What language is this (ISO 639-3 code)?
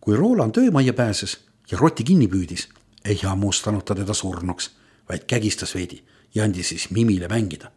est